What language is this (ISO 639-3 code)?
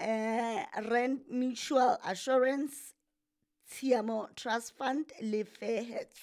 sot